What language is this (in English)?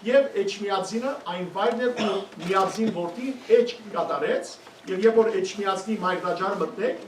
Western Armenian